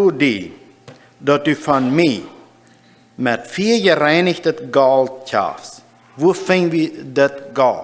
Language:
Plautdietsch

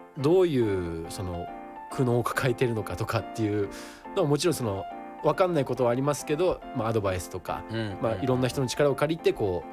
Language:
Japanese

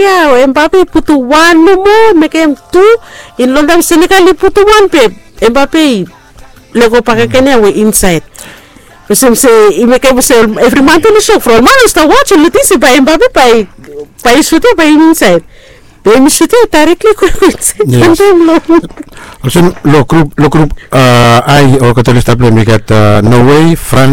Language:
Bislama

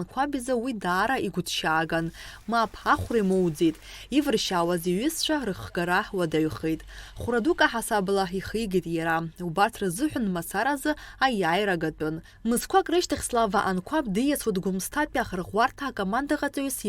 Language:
Abkhazian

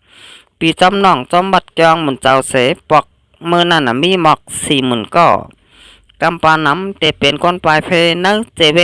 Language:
Shan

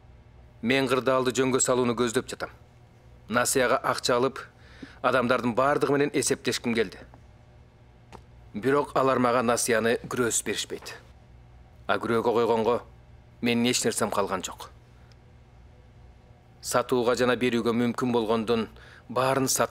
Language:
Kyrgyz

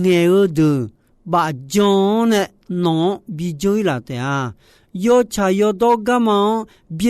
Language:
Akha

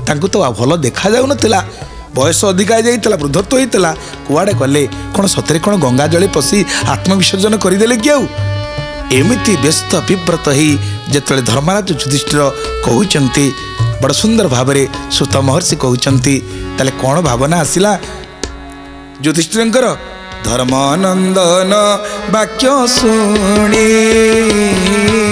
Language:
Odia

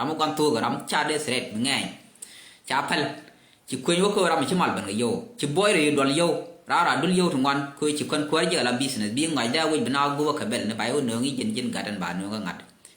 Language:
Nuer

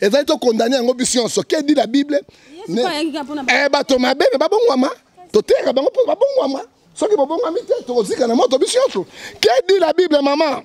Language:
Lingala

